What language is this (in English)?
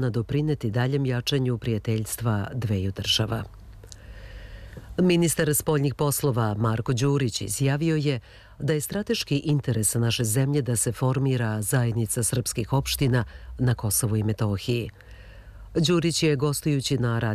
Serbian